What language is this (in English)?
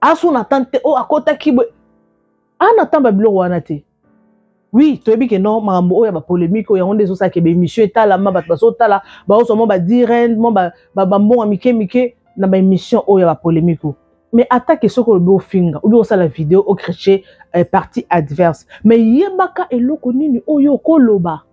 Lingala